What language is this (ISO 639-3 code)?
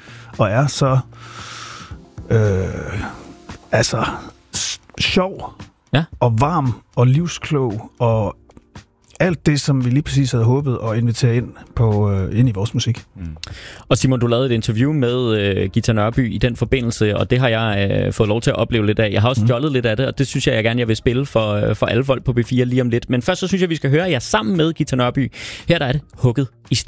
dan